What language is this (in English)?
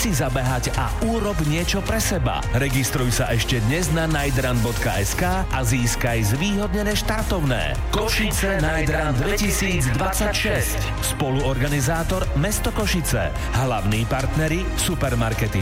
Slovak